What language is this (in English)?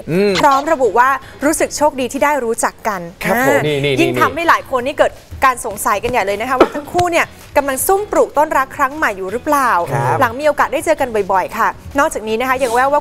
Thai